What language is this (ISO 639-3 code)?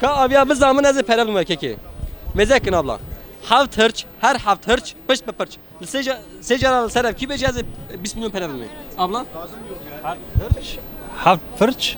kur